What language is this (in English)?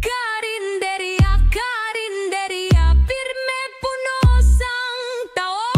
Hiligaynon